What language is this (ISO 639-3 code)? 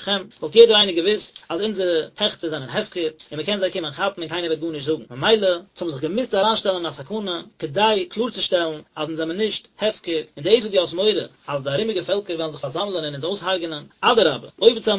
yid